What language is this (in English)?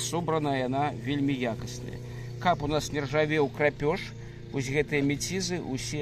Belarusian